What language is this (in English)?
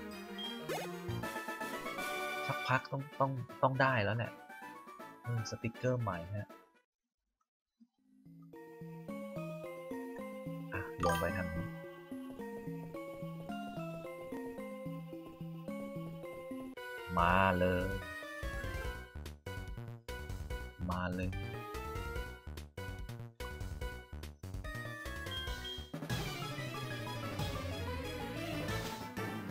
Thai